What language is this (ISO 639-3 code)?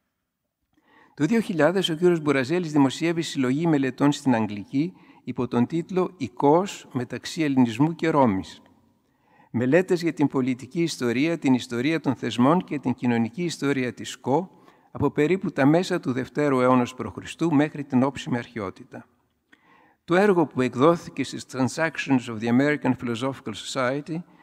ell